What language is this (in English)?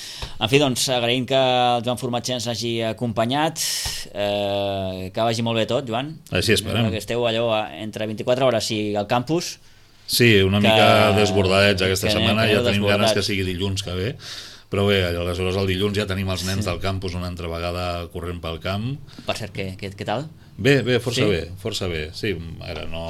Catalan